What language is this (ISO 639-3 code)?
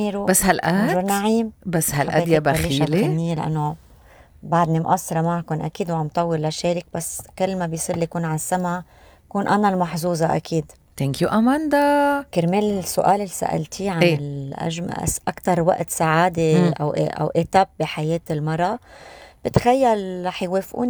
apc